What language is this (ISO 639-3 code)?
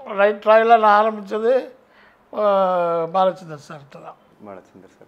tam